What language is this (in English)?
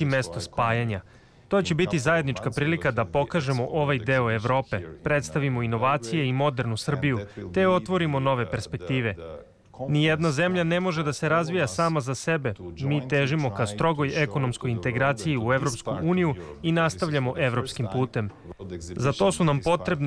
Serbian